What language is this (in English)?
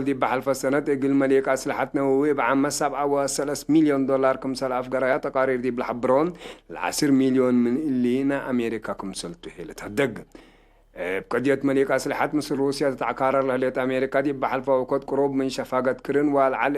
Tigre